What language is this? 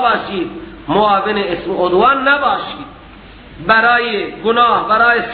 Persian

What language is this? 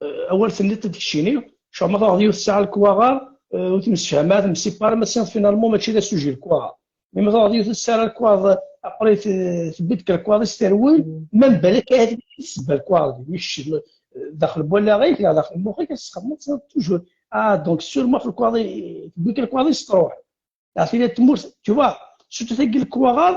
Kabyle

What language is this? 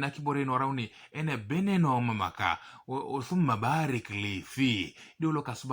Teso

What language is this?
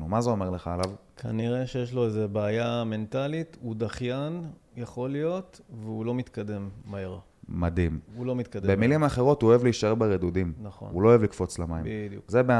Hebrew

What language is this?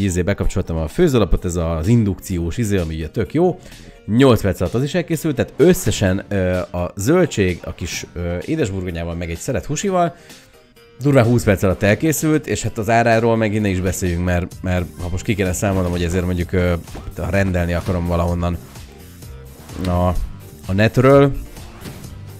Hungarian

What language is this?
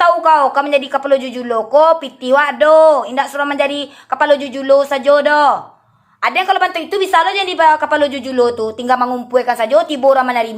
Minangkabau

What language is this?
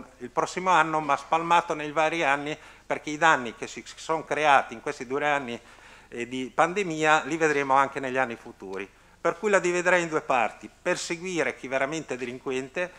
Italian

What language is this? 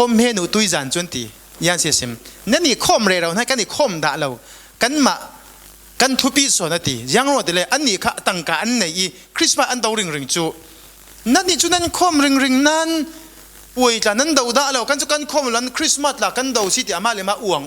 Falam Chin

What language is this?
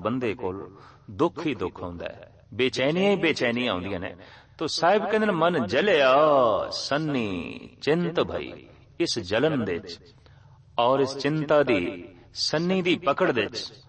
Punjabi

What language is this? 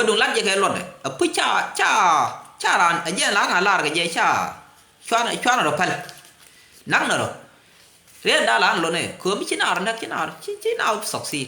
Nuer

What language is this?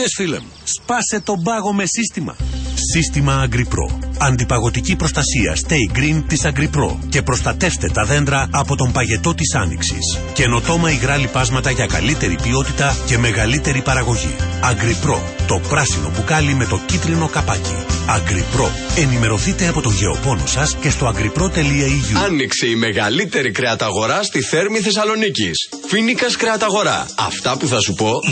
Greek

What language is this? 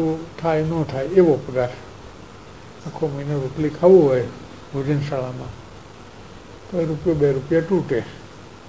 Gujarati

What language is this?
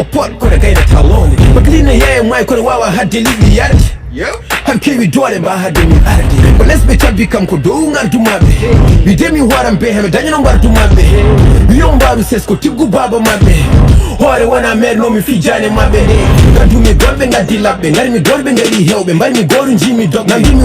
Fula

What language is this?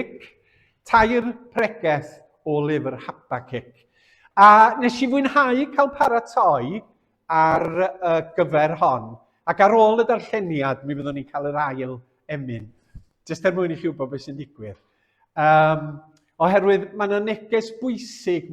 Welsh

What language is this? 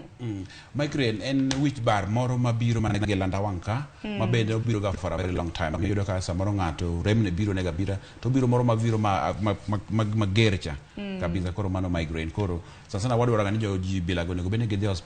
Luo (Kenya and Tanzania)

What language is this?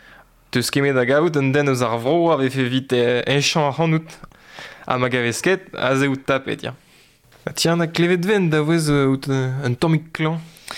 Breton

